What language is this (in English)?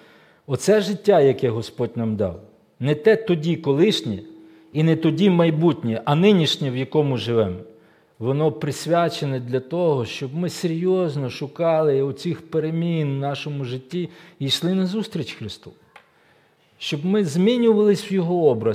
Ukrainian